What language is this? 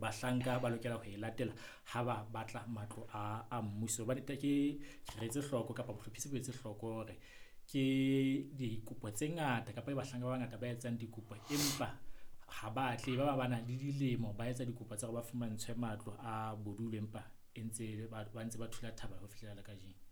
Southern Sotho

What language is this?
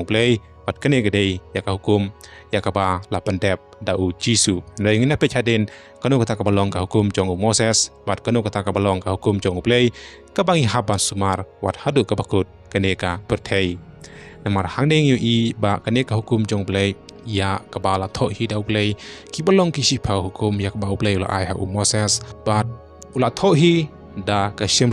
Khasi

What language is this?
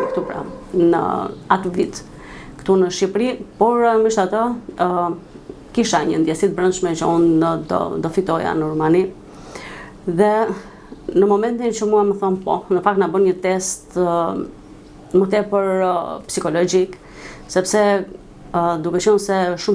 Albanian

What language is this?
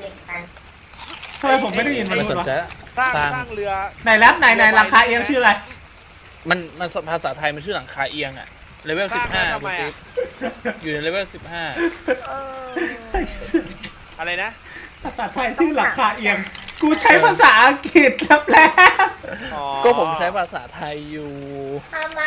Thai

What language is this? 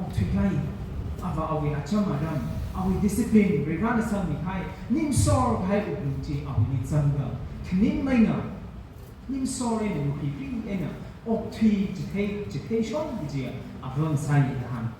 Tangkhul Naga (India)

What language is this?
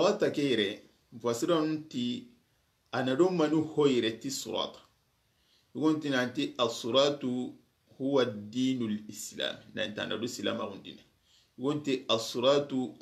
Soninke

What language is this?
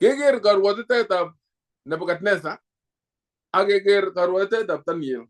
Kalenjin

